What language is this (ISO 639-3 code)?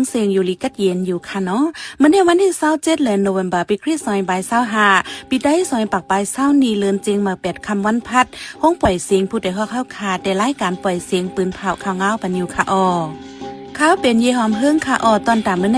shn